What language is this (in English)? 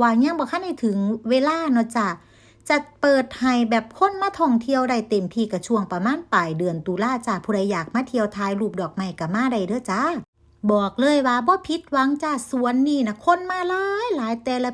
Lao